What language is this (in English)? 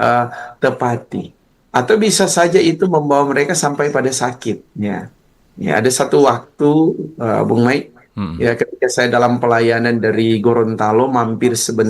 Manado Malay